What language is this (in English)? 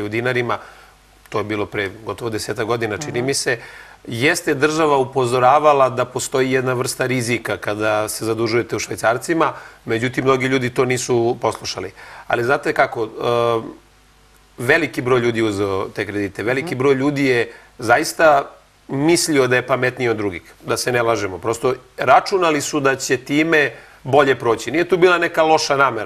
Serbian